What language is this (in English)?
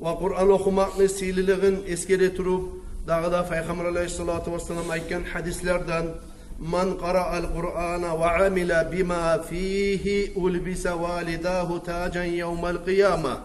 Kumyk